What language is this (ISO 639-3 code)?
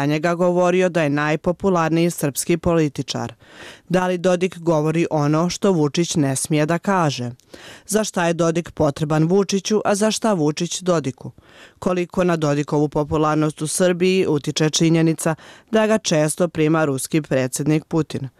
srp